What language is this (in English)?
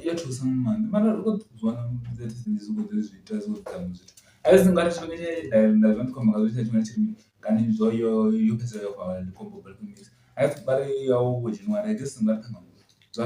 Venda